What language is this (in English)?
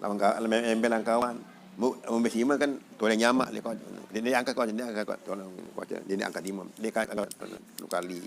Sasak